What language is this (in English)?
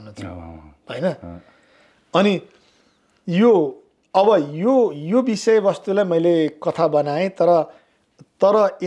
Nepali